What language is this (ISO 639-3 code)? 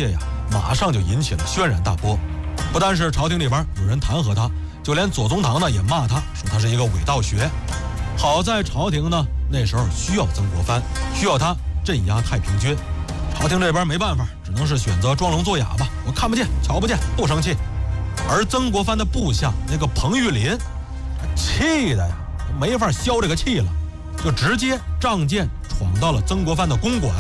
zho